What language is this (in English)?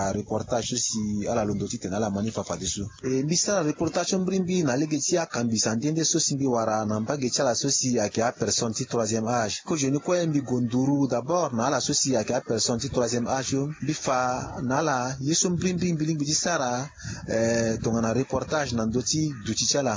Sango